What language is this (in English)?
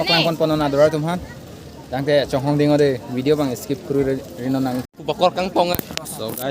Karbi